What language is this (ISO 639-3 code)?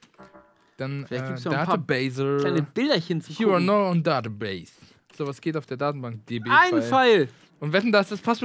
deu